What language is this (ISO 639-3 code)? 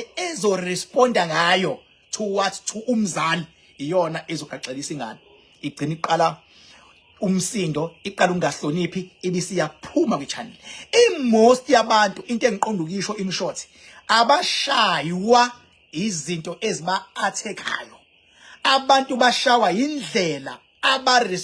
zul